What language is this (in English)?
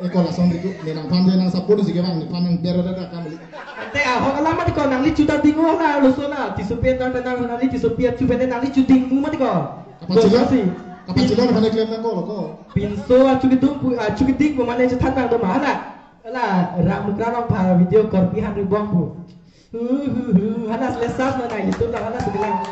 Karbi